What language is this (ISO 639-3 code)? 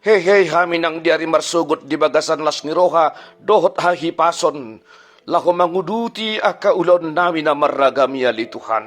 bbc